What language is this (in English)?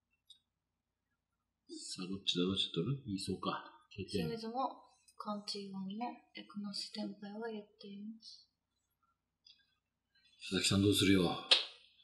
Japanese